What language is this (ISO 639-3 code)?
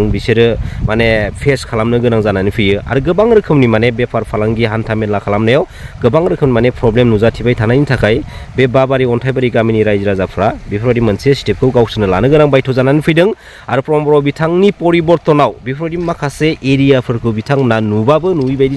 brx